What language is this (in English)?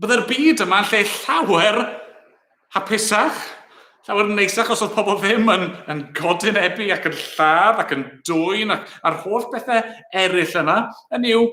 Welsh